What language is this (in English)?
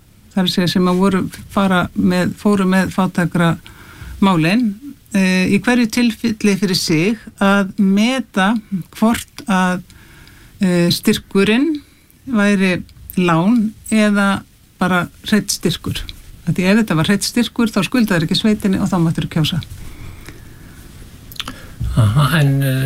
Icelandic